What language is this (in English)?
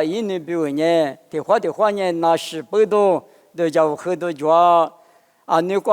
Lisu